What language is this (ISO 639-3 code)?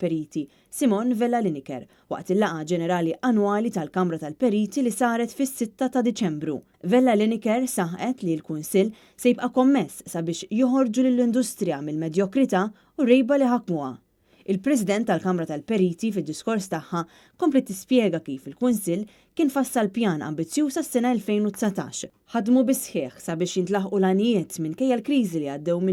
mlt